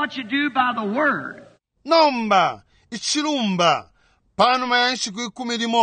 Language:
Bemba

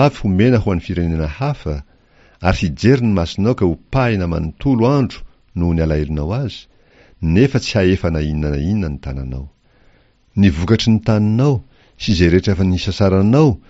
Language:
Malagasy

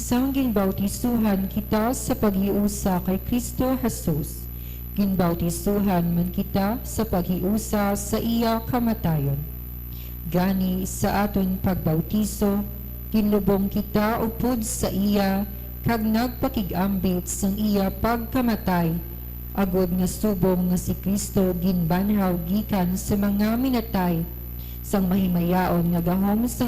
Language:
Hiligaynon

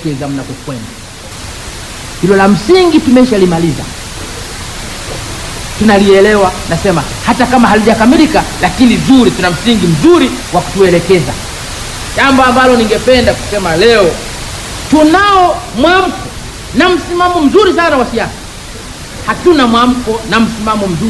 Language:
Swahili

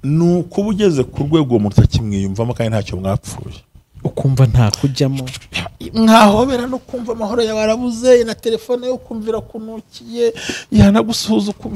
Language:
Kinyarwanda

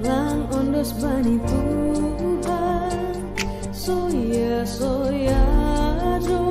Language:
Batak Simalungun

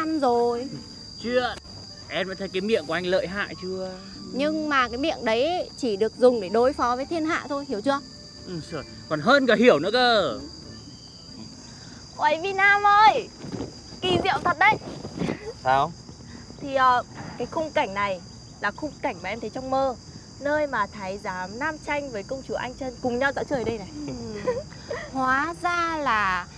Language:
Vietnamese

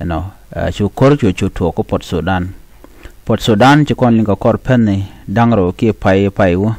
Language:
Nuer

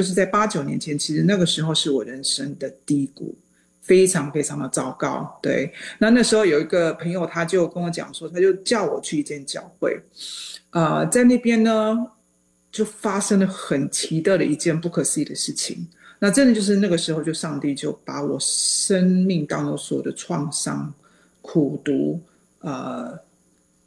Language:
Chinese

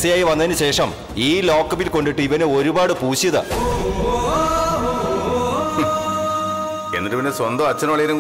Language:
Malayalam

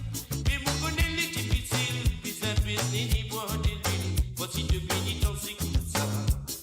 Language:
Morisyen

